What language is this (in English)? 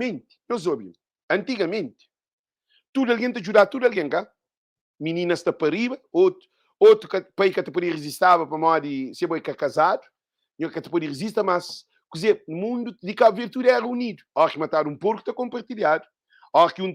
Kabuverdianu